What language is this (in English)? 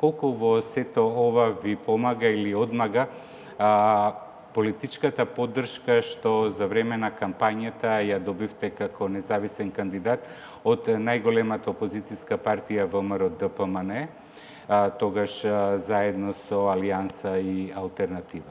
Macedonian